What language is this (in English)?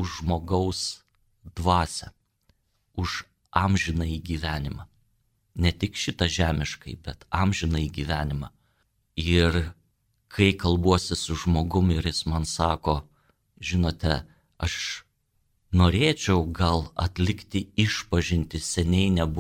Lithuanian